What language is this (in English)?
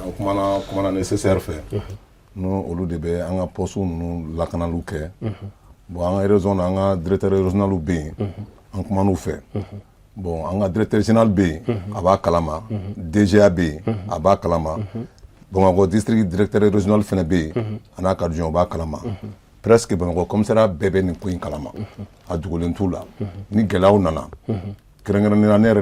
Bambara